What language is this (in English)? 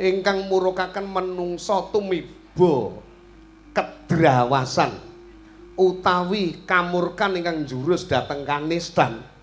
Javanese